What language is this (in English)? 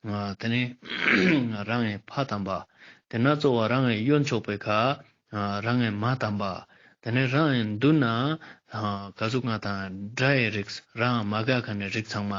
Ladakhi